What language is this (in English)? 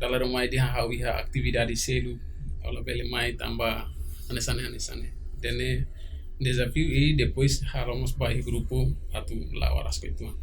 Tetum